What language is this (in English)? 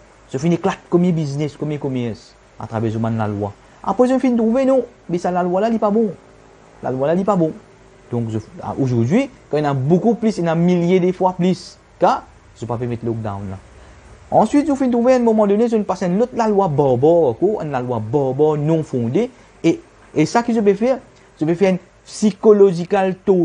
Morisyen